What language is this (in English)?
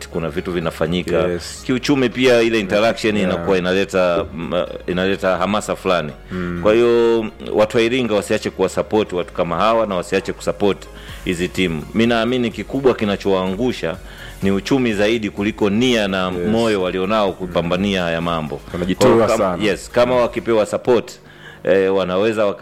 Swahili